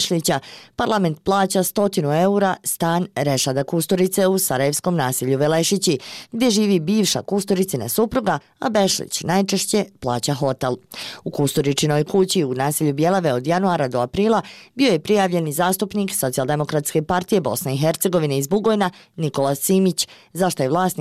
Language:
Bosnian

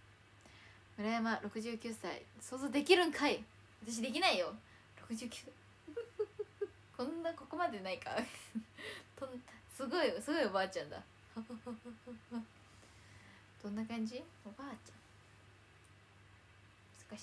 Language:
Japanese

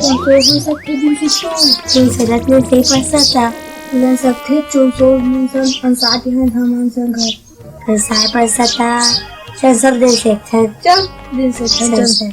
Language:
Chhattisgarhi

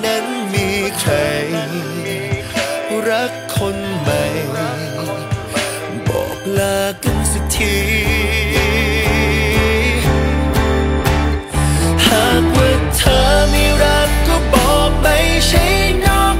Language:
Thai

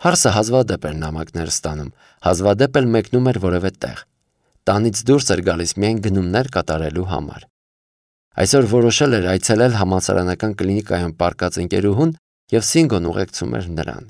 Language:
Armenian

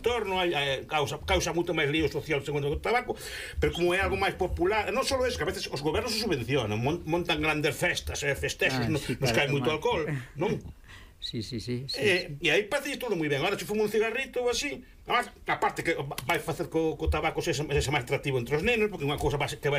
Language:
Galician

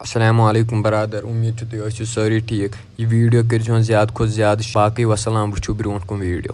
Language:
Kashmiri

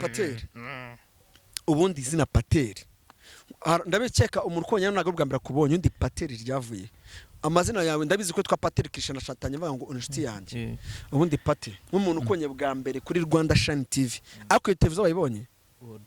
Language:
Kinyarwanda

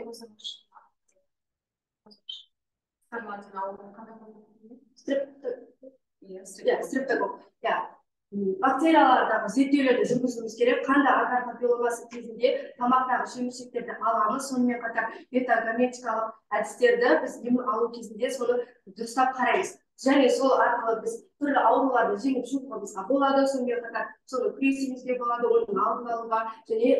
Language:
Kazakh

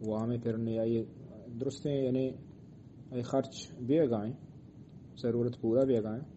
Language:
Eastern Balochi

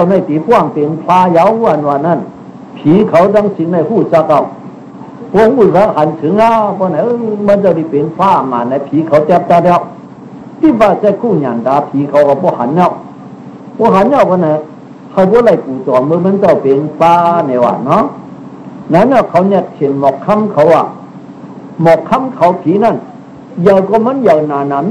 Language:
Shan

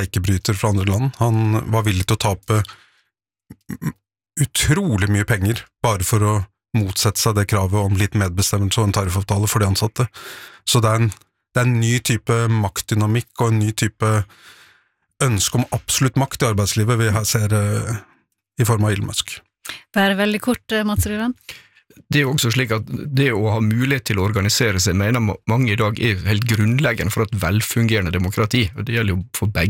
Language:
Norwegian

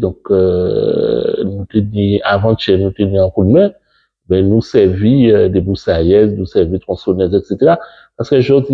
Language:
Guadeloupean Creole French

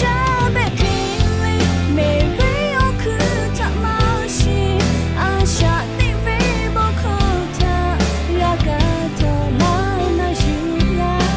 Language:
Lahu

